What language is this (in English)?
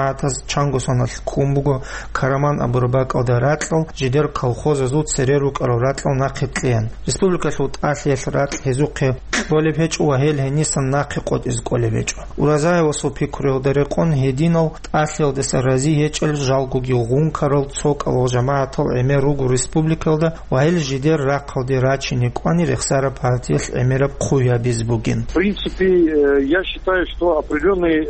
Avaric